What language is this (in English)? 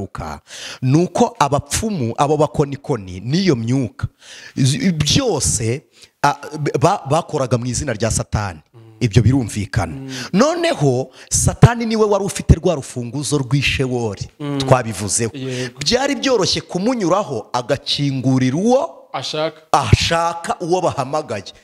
Kinyarwanda